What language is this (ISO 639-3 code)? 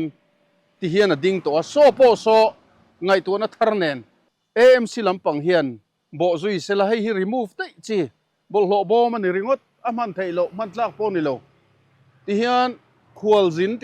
lus